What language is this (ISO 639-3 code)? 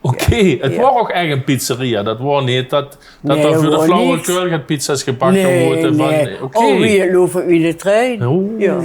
lim